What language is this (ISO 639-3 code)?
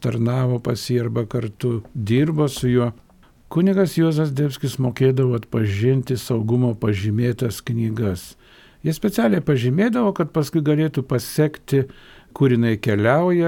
lit